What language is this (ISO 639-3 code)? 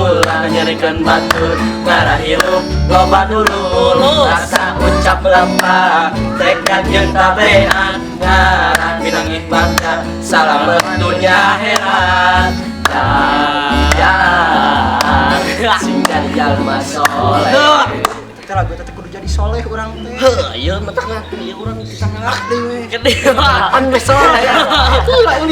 sun